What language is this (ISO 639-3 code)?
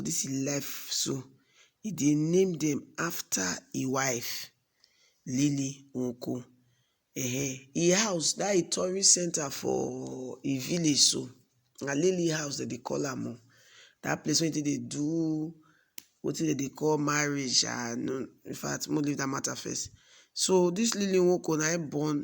pcm